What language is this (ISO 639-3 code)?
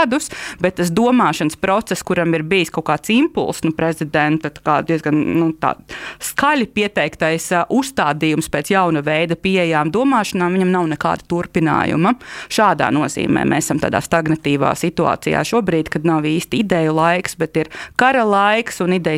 lav